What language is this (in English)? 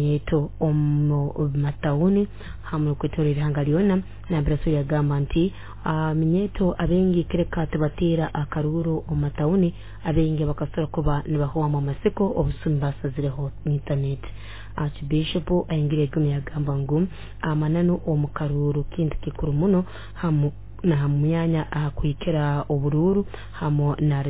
Nyoro